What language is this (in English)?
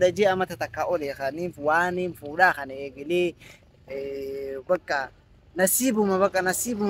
Oromo